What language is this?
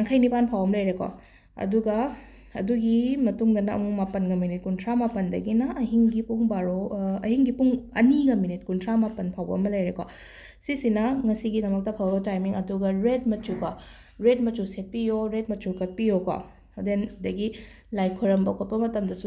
Manipuri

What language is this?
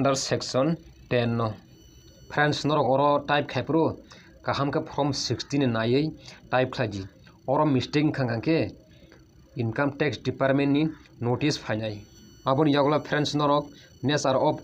Kok Borok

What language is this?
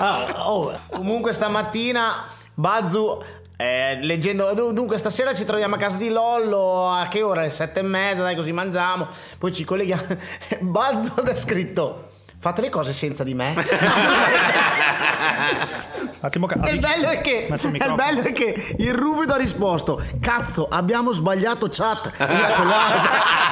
Italian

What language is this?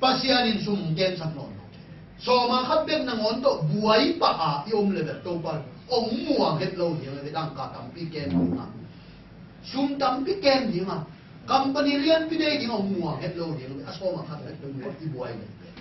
Tedim Chin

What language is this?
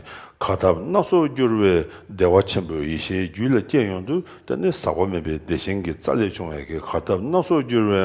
Tibetan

